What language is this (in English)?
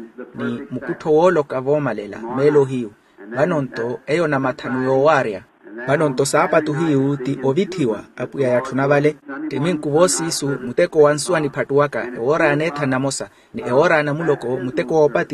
Makhuwa